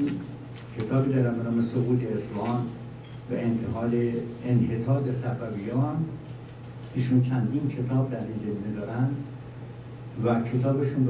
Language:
Persian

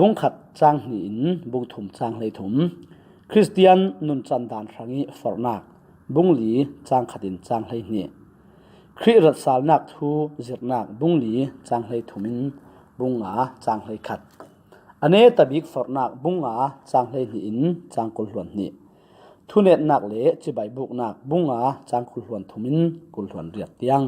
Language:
Falam Chin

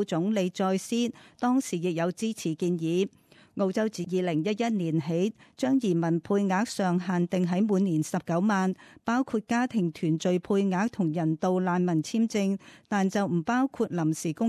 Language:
Cantonese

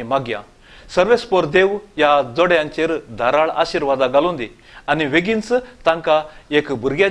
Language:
Konkani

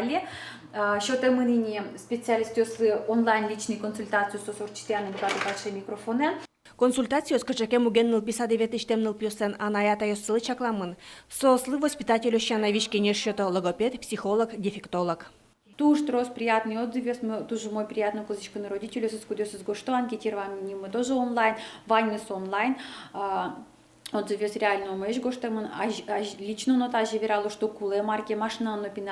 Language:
Udmurt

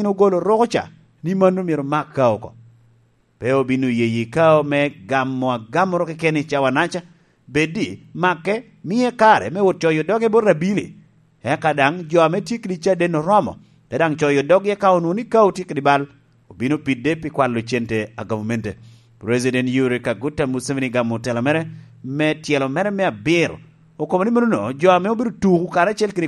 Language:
Lango (Uganda)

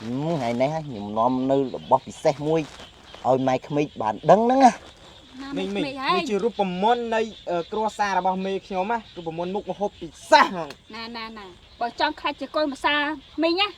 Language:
Khmer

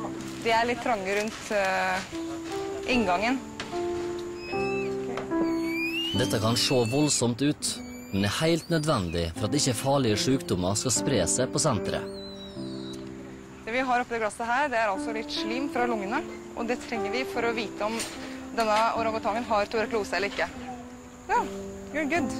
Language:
Norwegian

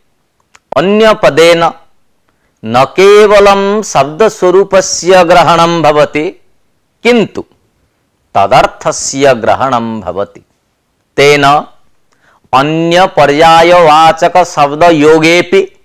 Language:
Sanskrit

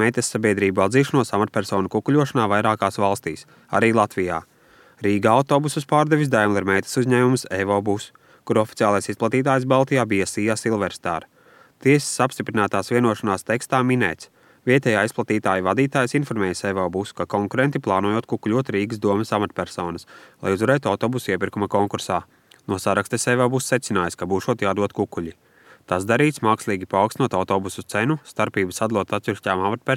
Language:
Latvian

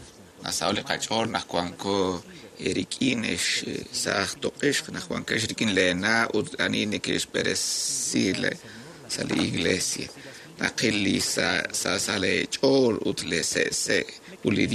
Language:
Kekchí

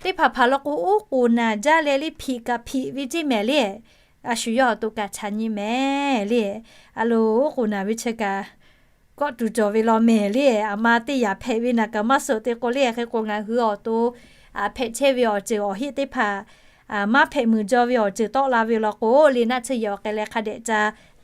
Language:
Lahu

